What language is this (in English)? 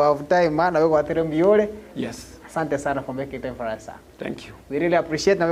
Gusii